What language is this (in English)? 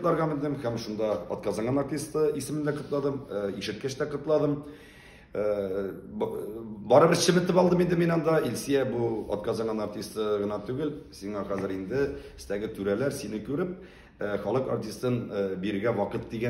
Tatar